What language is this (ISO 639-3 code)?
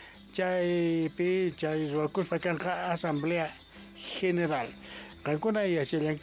quh